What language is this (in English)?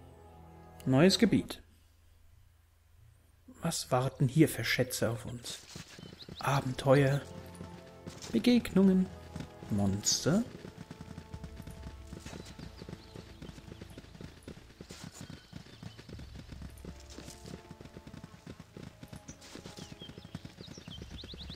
German